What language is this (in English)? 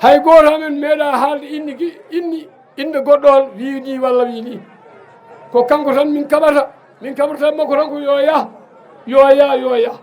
Fula